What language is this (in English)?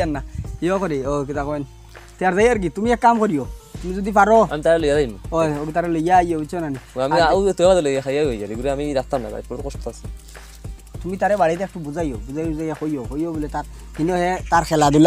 Sylheti